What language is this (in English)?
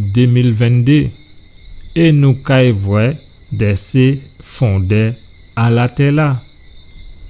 Guadeloupean Creole French